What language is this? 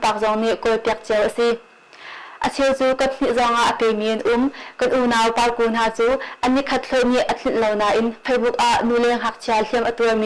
Hakha Chin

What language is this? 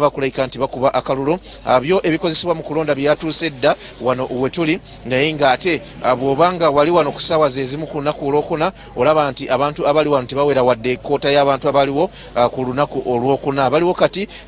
Ganda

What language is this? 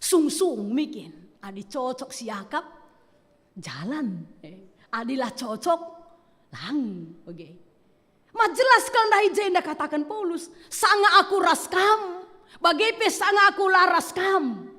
Batak Karo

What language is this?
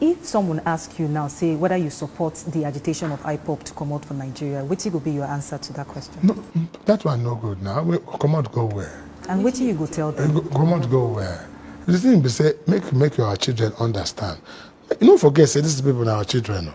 Nigerian Pidgin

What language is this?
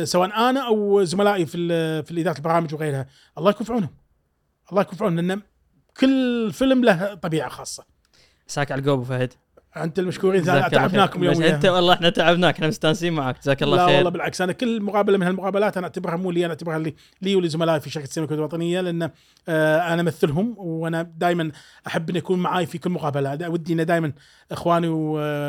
Gulf Arabic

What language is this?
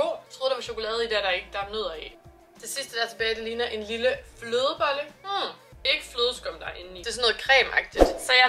Danish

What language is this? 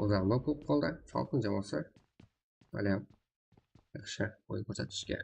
Kara-Kalpak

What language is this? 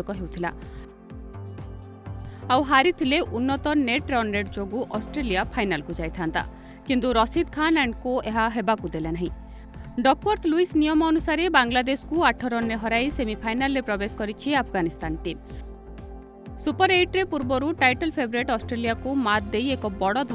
Odia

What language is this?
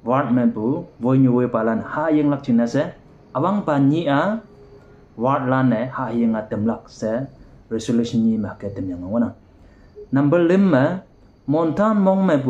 Konyak Naga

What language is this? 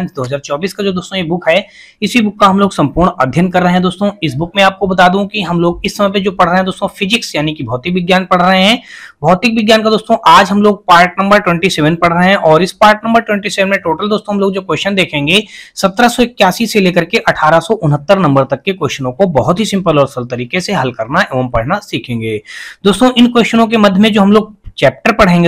Hindi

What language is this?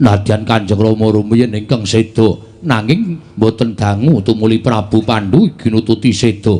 Javanese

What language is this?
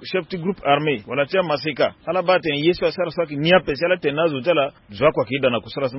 Sango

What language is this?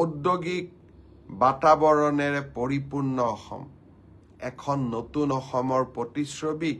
Assamese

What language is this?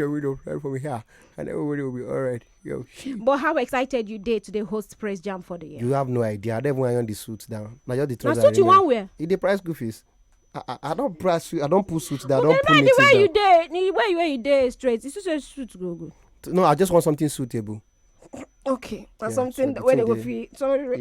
Nigerian Pidgin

